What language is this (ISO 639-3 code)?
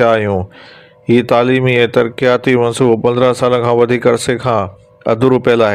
snd